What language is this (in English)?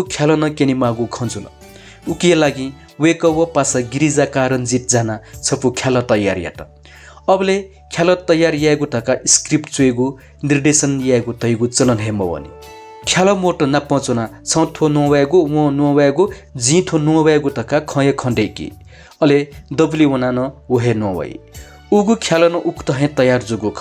Newari